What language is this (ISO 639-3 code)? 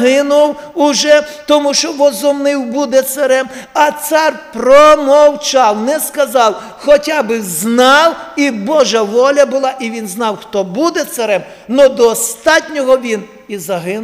ukr